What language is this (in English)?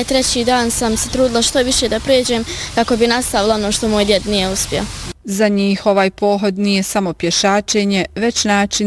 Bosnian